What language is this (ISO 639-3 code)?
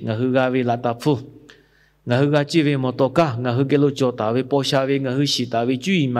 lhu